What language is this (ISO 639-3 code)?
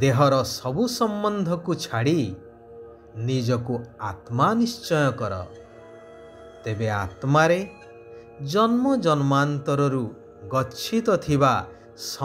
ori